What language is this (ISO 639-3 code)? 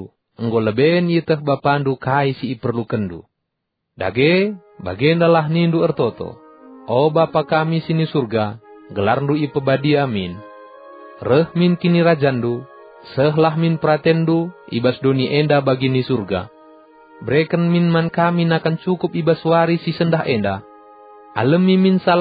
btx